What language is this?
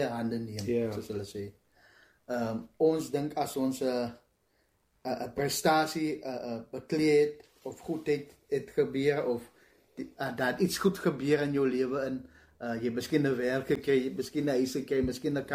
Afrikaans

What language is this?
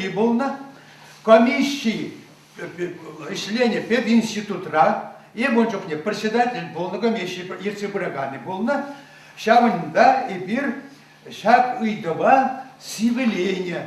Chuvash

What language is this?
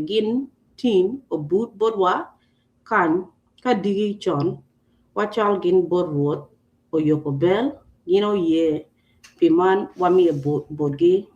Acoli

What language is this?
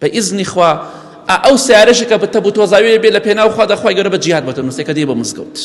Central Kurdish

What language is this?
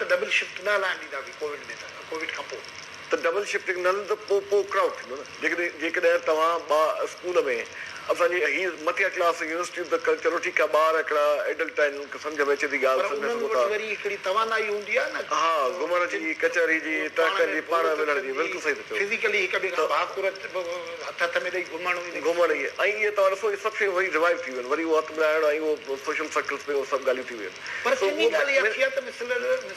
Sindhi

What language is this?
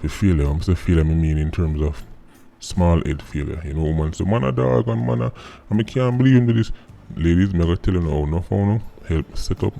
Jamaican Creole English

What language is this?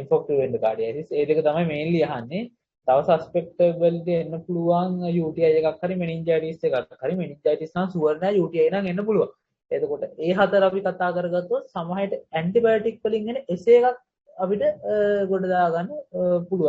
Sinhala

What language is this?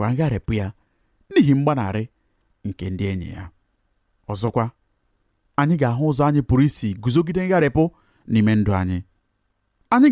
Igbo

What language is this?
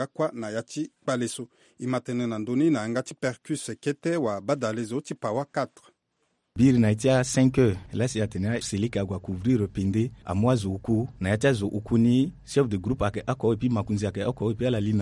Sango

